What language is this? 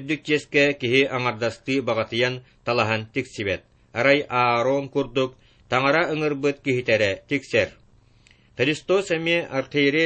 Yakut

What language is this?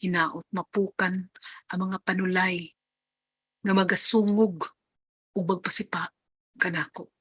Cebuano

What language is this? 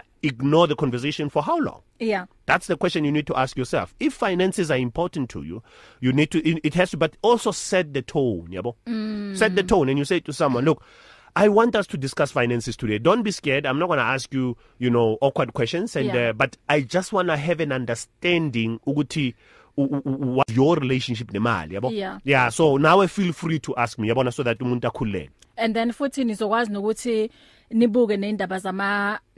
English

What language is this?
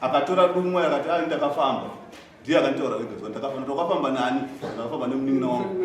Shona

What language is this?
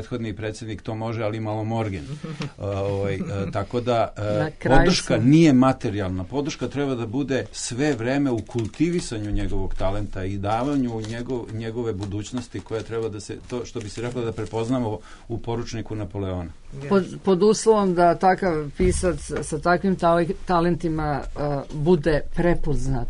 Serbian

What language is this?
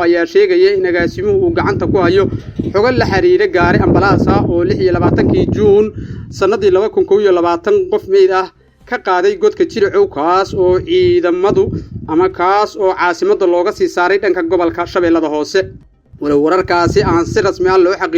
Somali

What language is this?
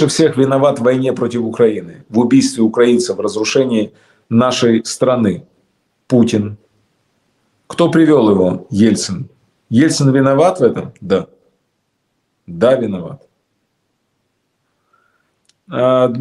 Russian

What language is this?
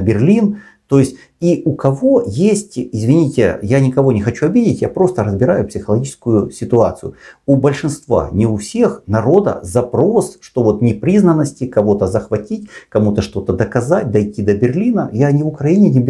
Russian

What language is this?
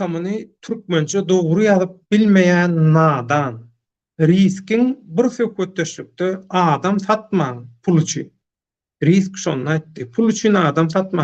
Turkmen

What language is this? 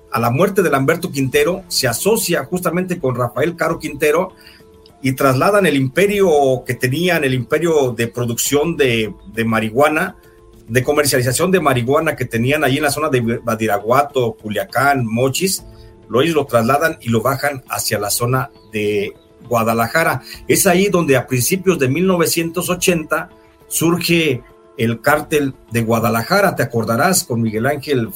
Spanish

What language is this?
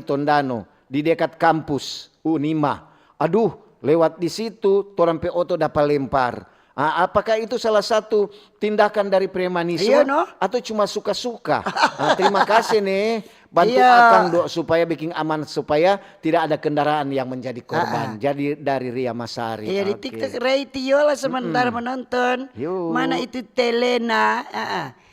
Manado Malay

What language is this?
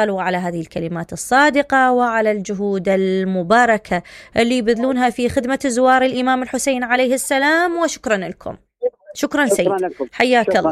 Mesopotamian Arabic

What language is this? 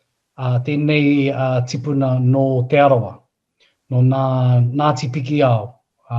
Māori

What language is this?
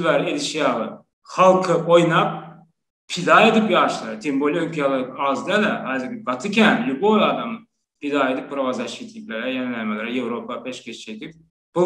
Turkmen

